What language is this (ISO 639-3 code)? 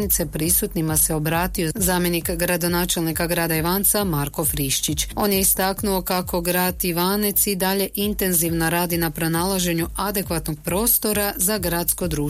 hrv